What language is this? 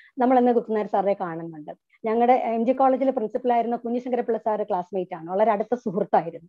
Malayalam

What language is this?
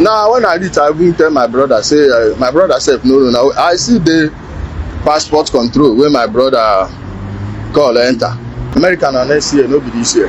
Nigerian Pidgin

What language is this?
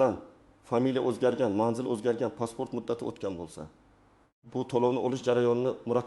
Uzbek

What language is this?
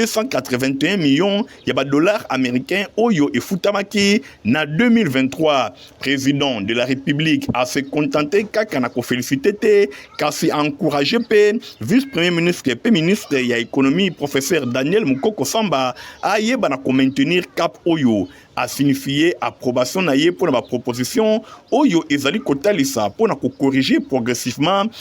Lingala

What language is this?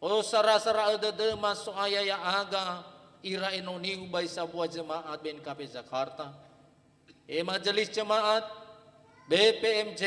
Nias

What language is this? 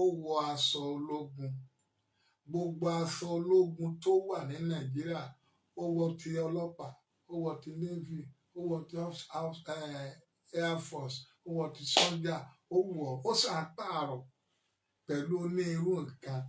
Yoruba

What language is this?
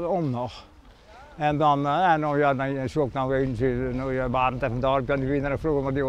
Western Frisian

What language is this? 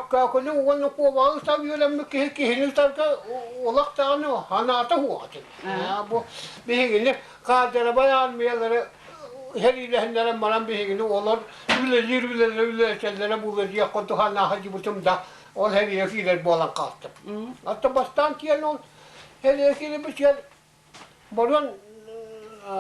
Yakut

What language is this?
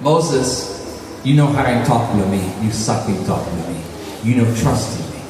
Tok Pisin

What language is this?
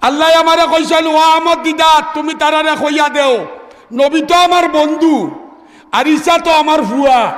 Sylheti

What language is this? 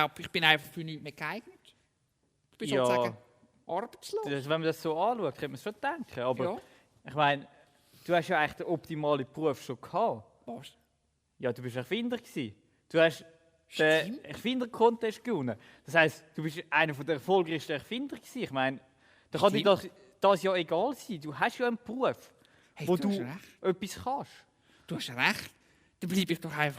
Swiss German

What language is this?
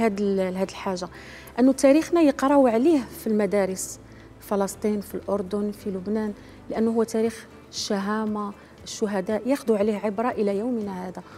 Algerian Arabic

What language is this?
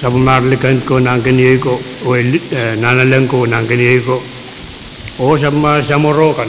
Pohnpeian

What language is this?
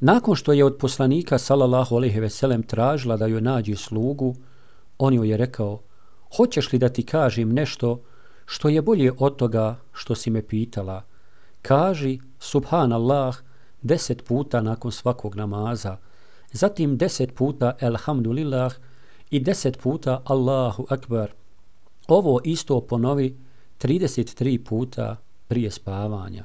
Bosnian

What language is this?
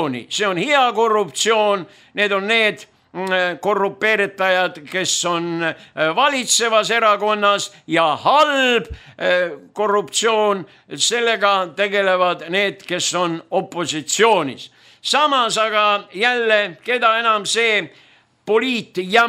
Estonian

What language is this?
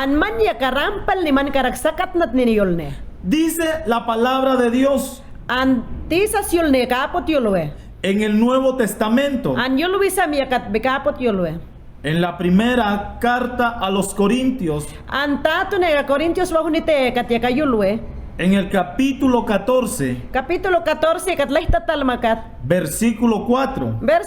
Mayangna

